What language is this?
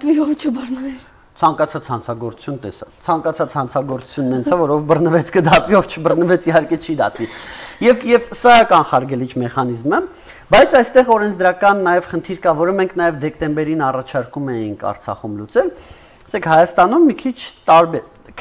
Armenian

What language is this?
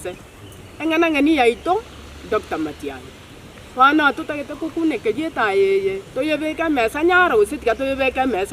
Gusii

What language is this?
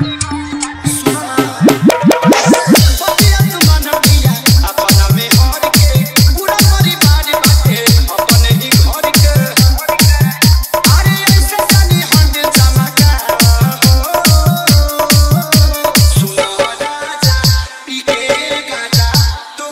Bhojpuri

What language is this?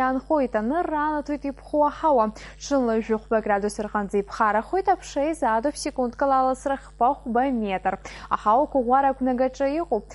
Abkhazian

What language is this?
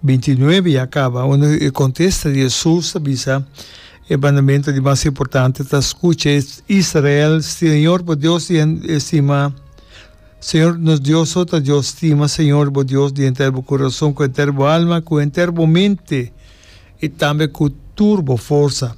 Papiamento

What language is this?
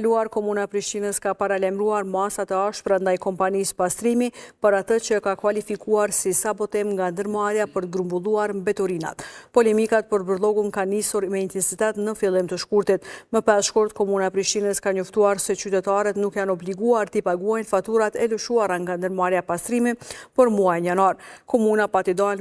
Albanian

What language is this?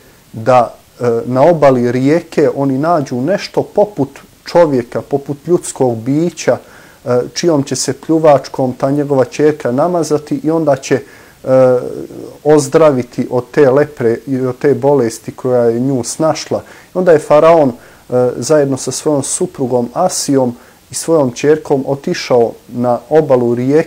Bosnian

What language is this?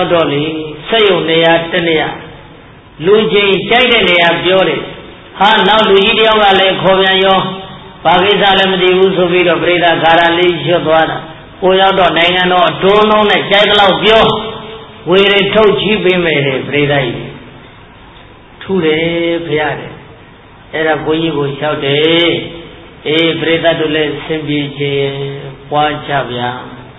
Burmese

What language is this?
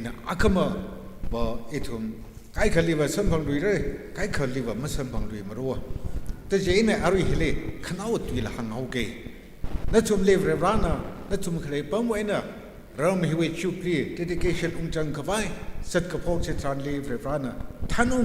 Tangkhul Naga (India)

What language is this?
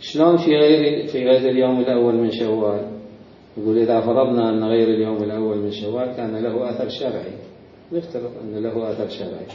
Mesopotamian Arabic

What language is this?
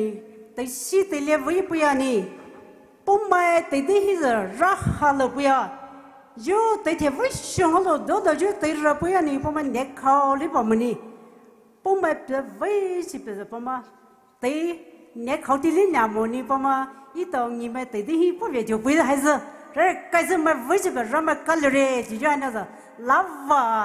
Poumei Naga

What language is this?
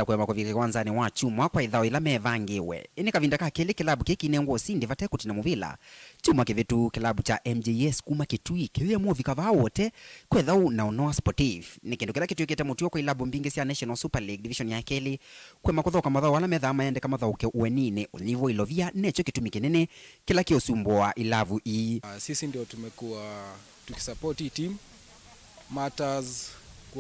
Kamba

